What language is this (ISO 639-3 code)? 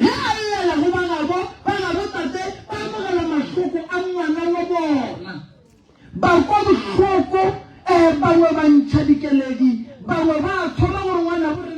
nso